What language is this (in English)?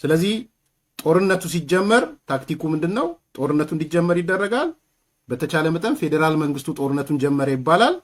Amharic